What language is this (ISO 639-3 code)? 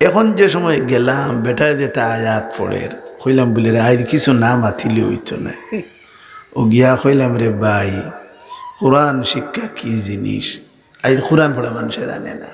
syl